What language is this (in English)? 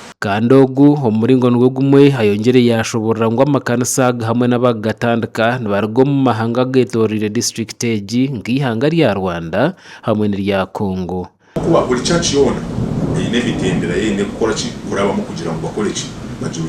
Nyankole